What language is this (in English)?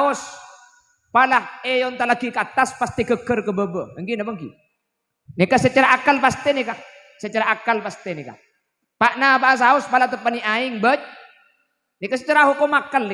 Madurese